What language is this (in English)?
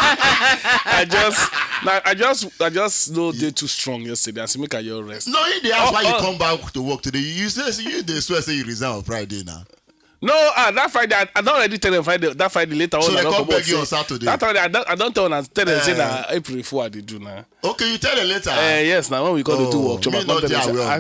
Nigerian Pidgin